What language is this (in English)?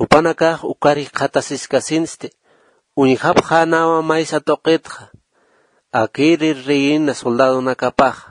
Aymara